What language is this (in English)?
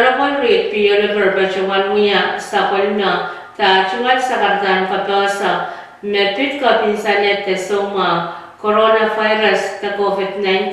Pohnpeian